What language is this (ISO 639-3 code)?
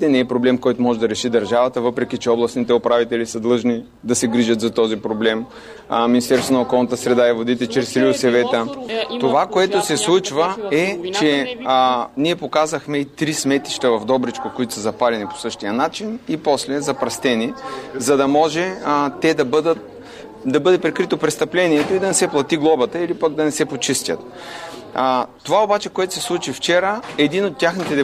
bul